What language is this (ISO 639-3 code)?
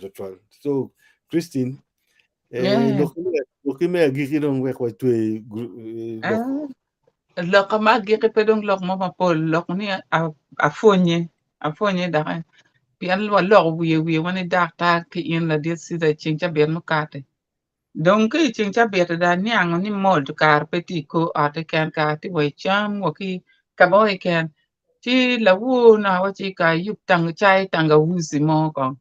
ach